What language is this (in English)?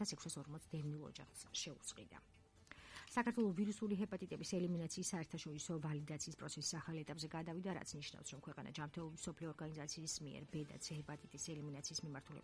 Georgian